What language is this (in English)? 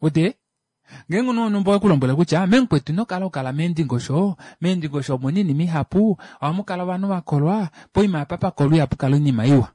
Kuanyama